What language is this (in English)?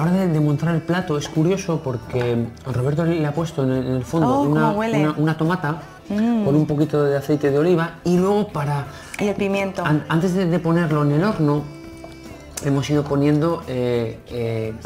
Spanish